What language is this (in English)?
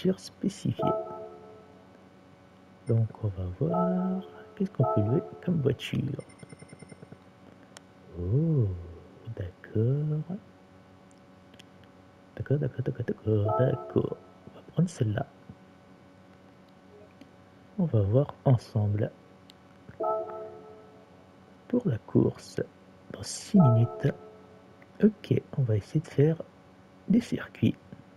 French